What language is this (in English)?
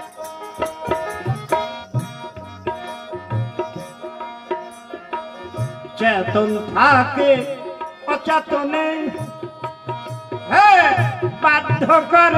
Bangla